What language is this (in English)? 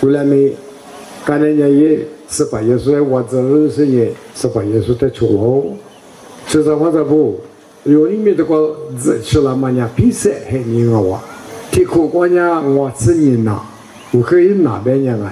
Lisu